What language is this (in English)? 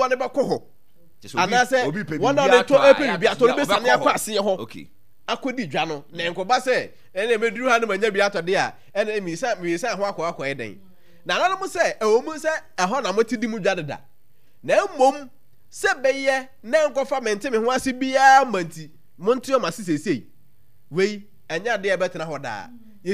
Akan